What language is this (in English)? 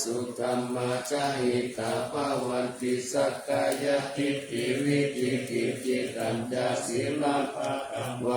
Pali